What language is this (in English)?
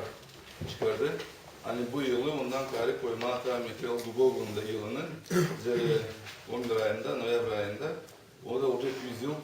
Gagauz